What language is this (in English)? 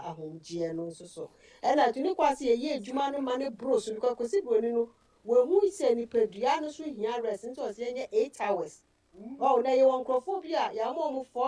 Akan